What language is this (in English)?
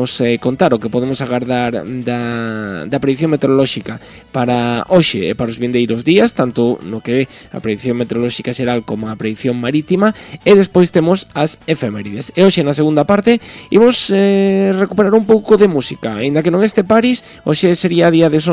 Galician